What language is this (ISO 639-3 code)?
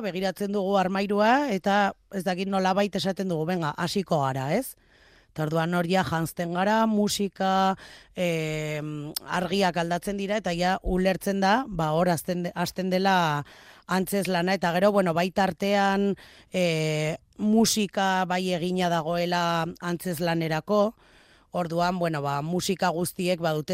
eus